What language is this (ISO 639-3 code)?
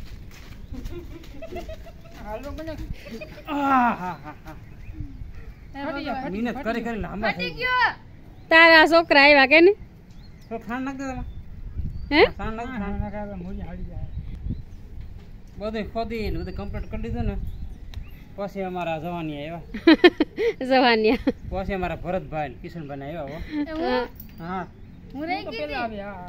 guj